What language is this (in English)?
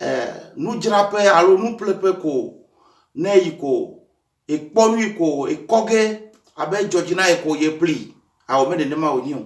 Ewe